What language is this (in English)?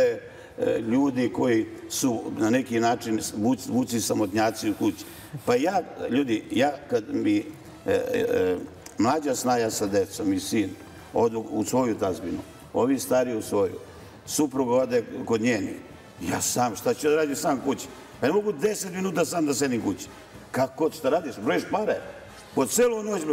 Serbian